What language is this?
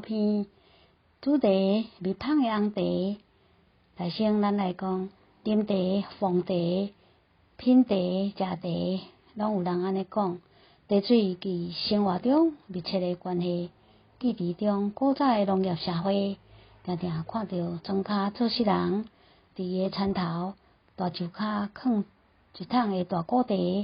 Min Nan Chinese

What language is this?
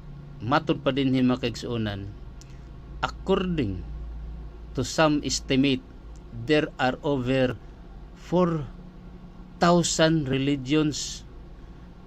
Cebuano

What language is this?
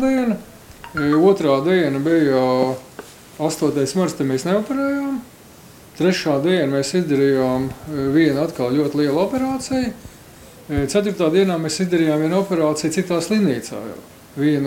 Latvian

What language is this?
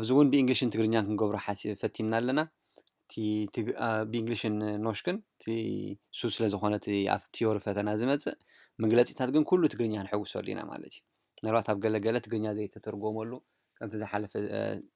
Tigrinya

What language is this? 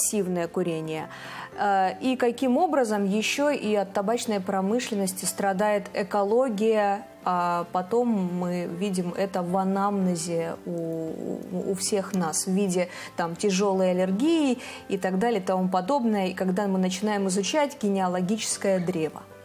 Russian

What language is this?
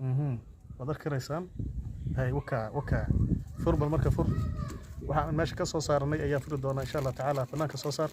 Somali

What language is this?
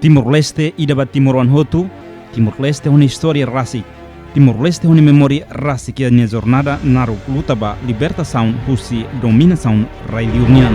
Tetum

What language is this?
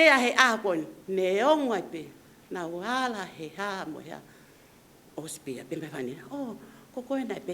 Tongan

